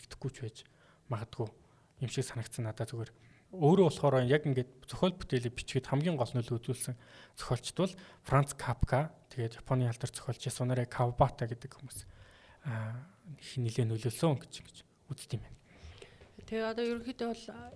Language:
Mongolian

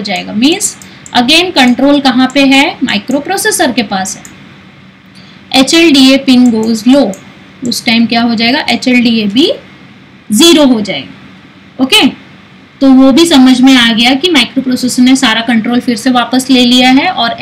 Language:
Hindi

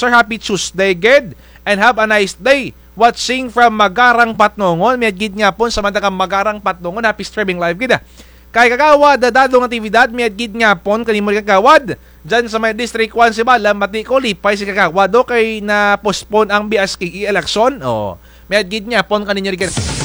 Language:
Kinaray-a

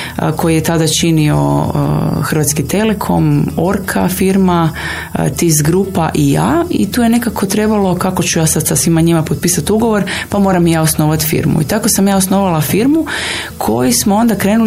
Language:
Croatian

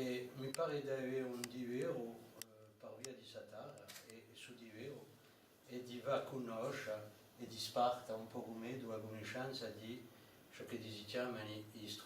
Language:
Corsican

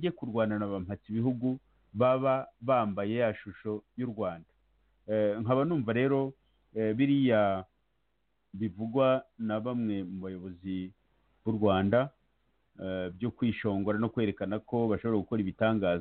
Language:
Kinyarwanda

